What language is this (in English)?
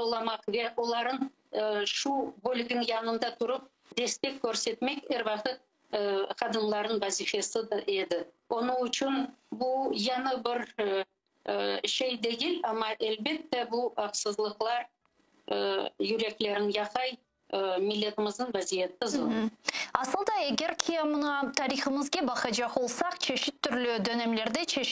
Crimean Tatar